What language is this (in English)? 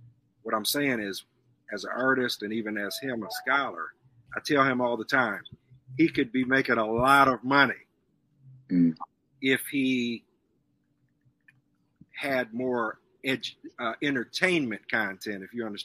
English